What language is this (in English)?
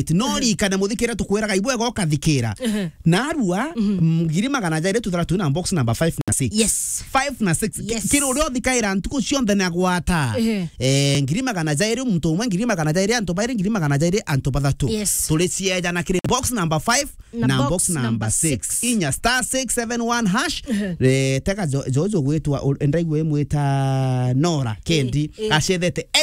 Meru